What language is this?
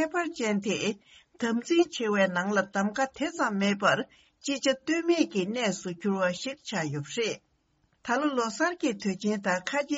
Tibetan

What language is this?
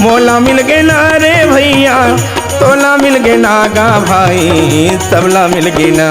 Chhattisgarhi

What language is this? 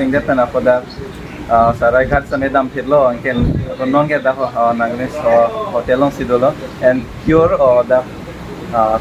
Karbi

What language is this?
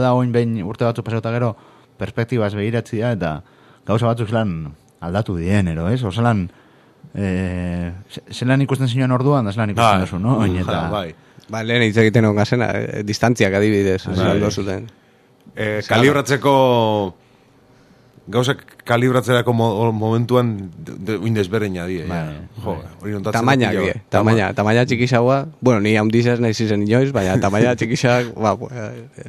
Basque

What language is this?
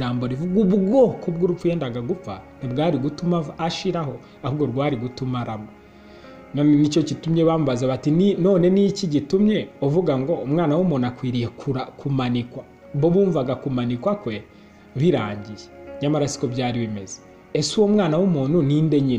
Kinyarwanda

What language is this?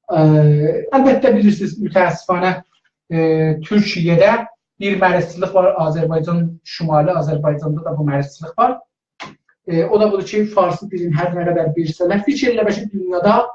South Azerbaijani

